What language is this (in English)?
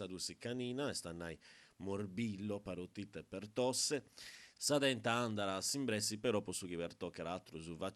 Sardinian